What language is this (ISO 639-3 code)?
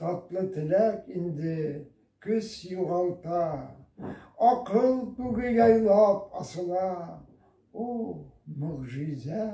bak